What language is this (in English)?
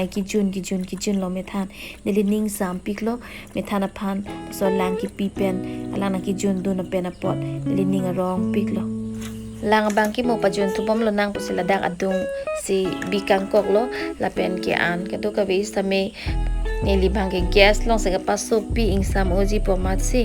Karbi